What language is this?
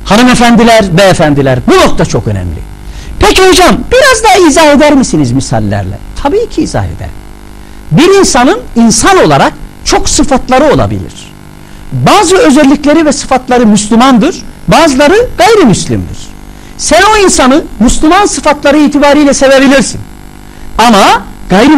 Turkish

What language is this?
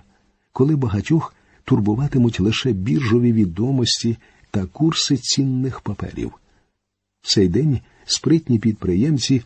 Ukrainian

